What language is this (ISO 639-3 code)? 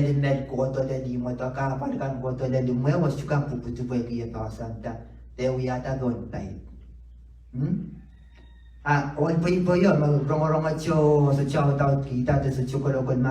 pon